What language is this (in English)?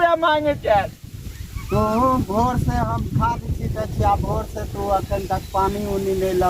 Maithili